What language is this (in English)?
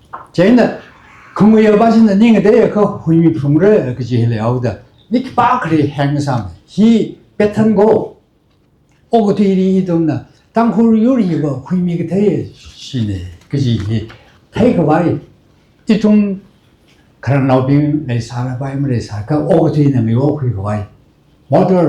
Tangkhul Naga (India)